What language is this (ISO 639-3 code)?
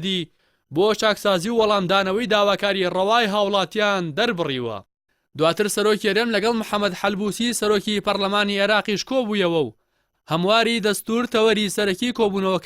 ckb